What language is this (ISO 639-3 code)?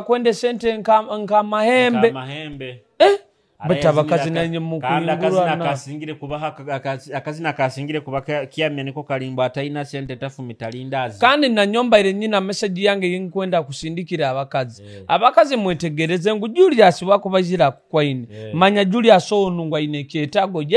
nyo